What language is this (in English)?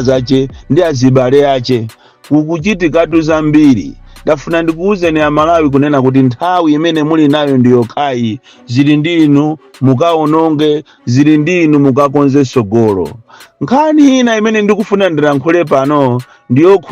Nyanja